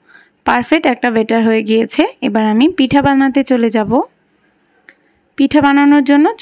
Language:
Bangla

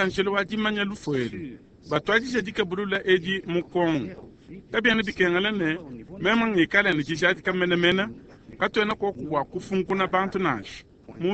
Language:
Luba-Lulua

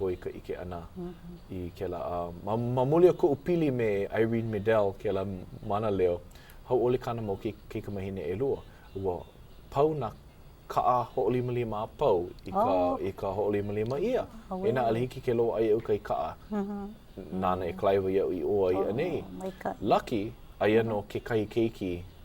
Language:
Hawaiian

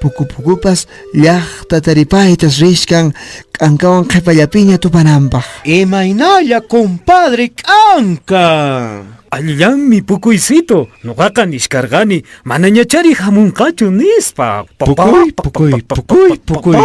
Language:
Quechua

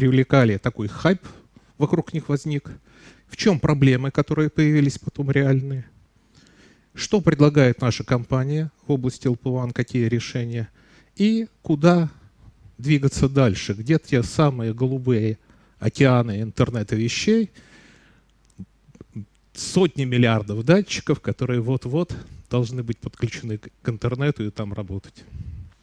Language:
Russian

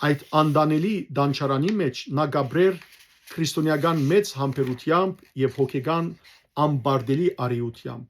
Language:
Western Armenian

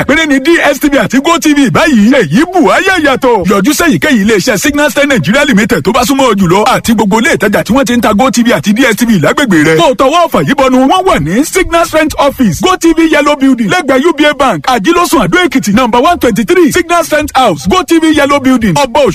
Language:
Yoruba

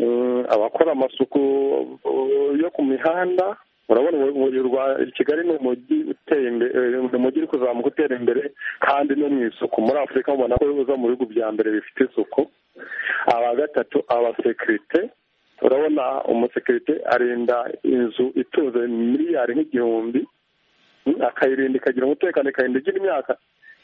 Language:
Kinyarwanda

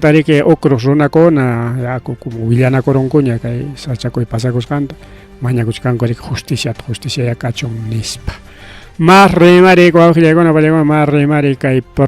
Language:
Ayacucho Quechua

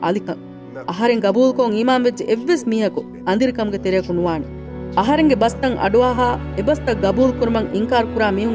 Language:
Divehi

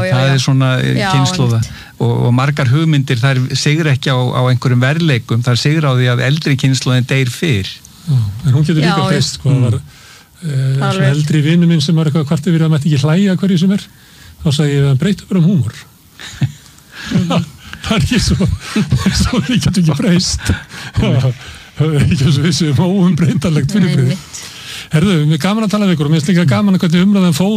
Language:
Icelandic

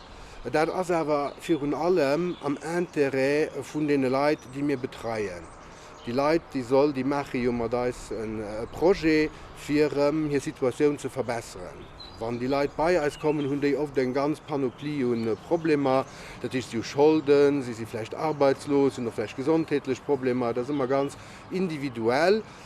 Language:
Luxembourgish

